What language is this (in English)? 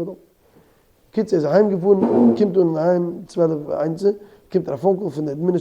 Yiddish